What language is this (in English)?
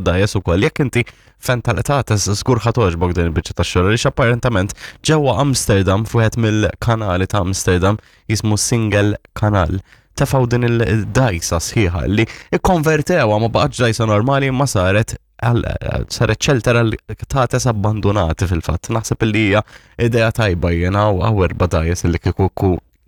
Maltese